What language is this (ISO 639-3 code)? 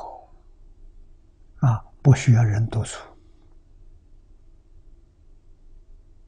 zho